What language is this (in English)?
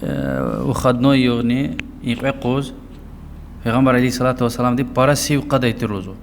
Lezghian